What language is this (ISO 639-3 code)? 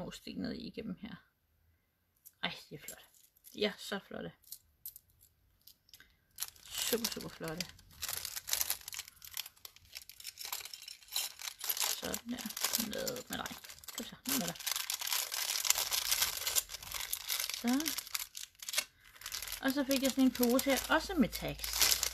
dan